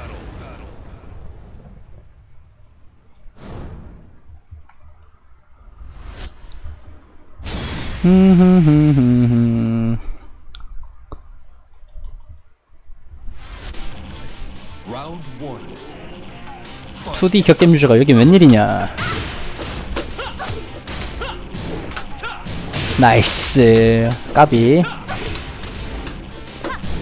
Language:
Korean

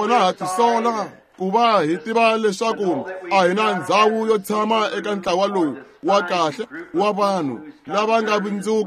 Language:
Tsonga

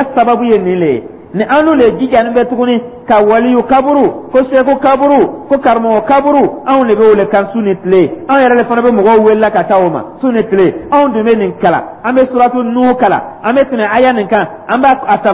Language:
Dyula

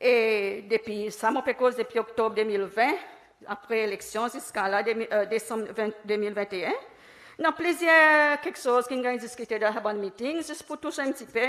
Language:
Seselwa Creole French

